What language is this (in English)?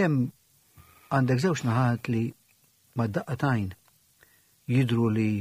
Maltese